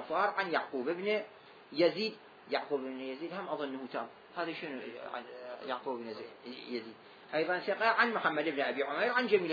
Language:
Arabic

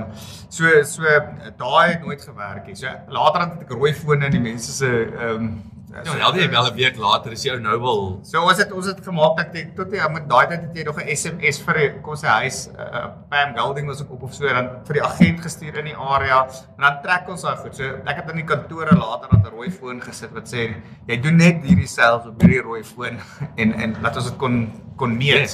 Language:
Afrikaans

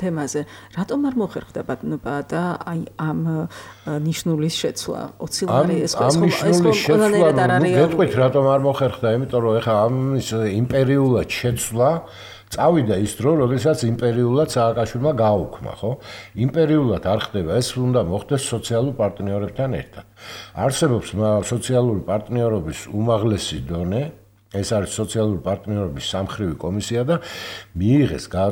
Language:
Georgian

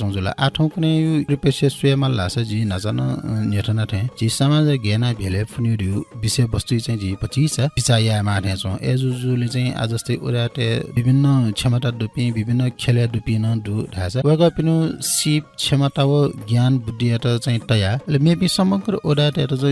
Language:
Newari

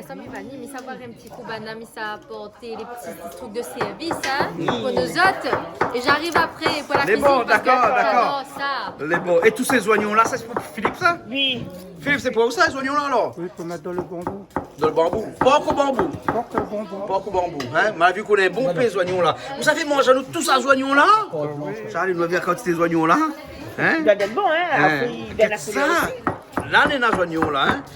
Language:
Réunion Creole French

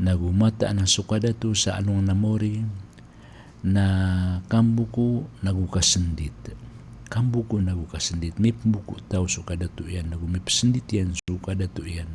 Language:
Maranao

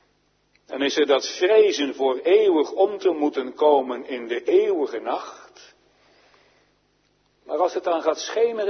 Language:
Dutch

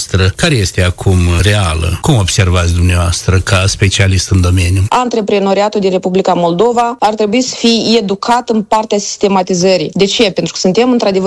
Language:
Romanian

